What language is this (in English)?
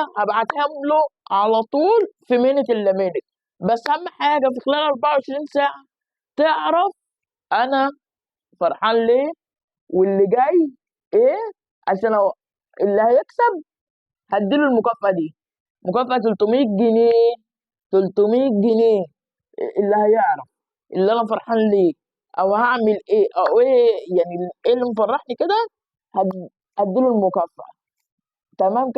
Egyptian Arabic